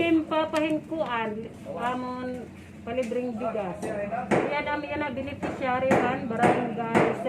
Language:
Waray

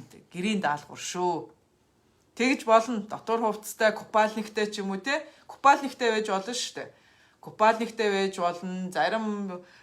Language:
Mongolian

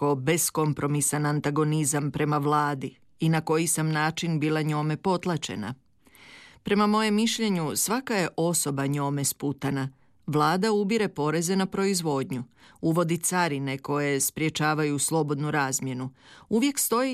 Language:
Croatian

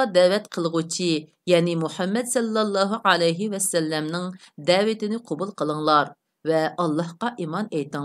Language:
Uyghur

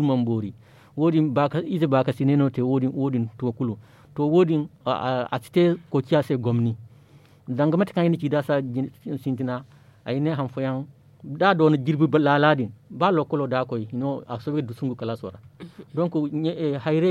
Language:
Zarma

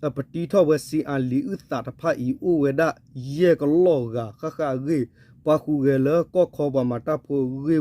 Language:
S'gaw Karen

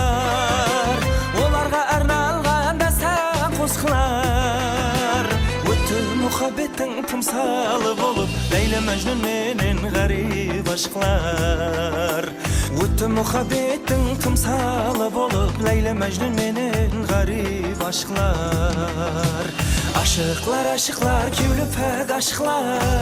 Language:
Kara-Kalpak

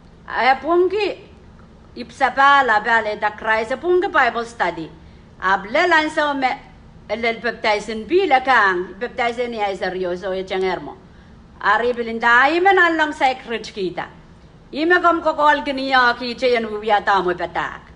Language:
Pohnpeian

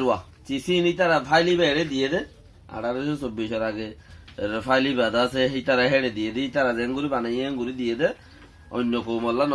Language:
Rohingya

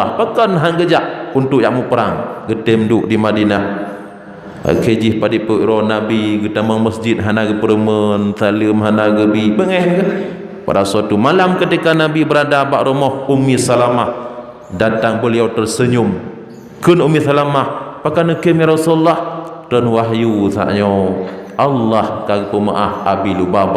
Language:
Achinese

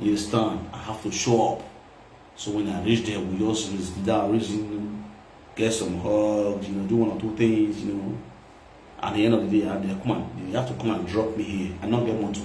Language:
Nigerian Pidgin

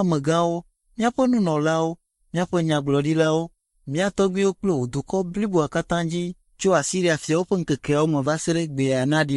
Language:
Ewe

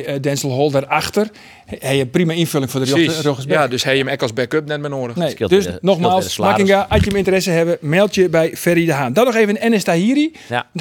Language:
Western Frisian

